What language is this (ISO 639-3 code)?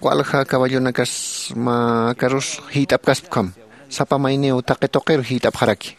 aym